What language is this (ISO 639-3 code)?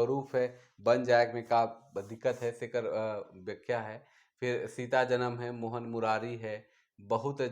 sck